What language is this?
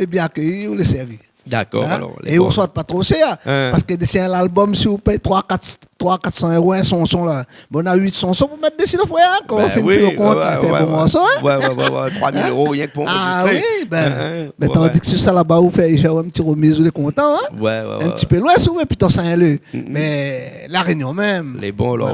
Réunion Creole French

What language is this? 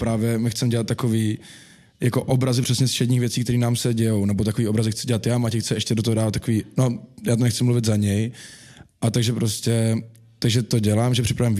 Czech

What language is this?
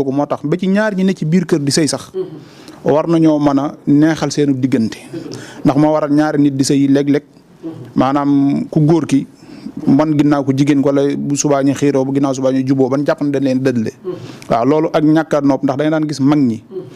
Wolof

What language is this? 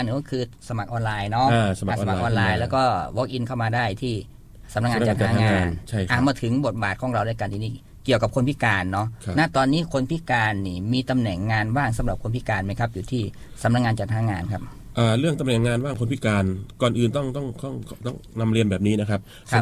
Thai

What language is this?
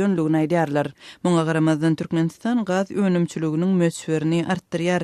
Turkmen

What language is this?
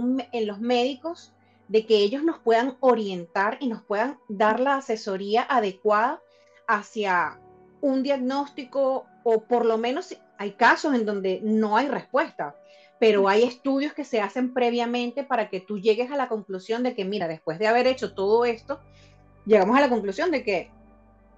Spanish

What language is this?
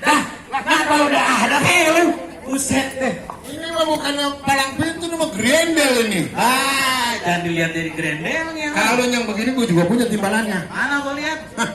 Betawi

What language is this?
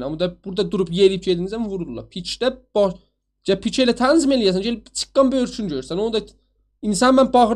South Azerbaijani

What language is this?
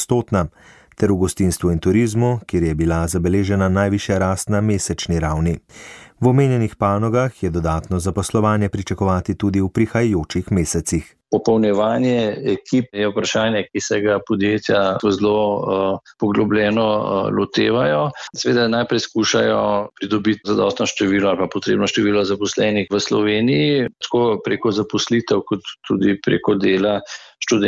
Slovenian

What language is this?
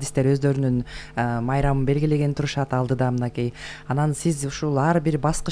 Kyrgyz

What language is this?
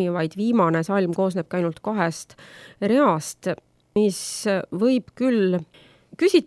Estonian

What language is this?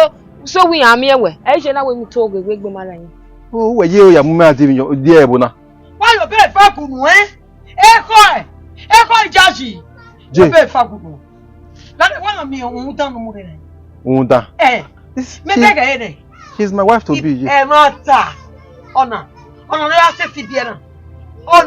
Bini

